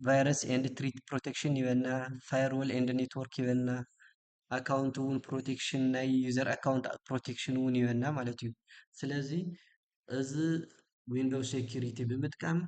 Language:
Tigrinya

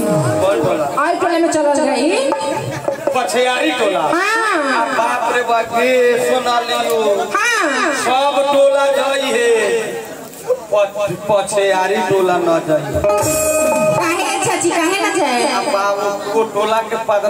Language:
Bhojpuri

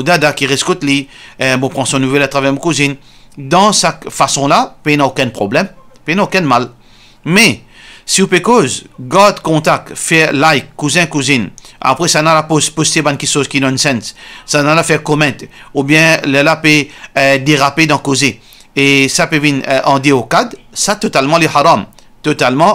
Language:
Morisyen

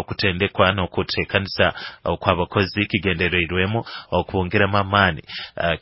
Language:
Nyoro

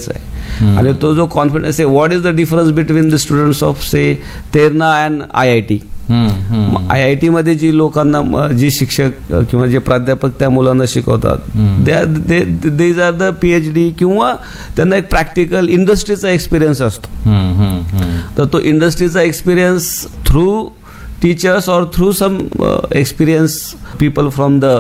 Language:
Marathi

